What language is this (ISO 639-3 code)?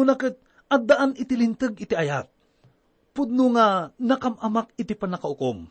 ilo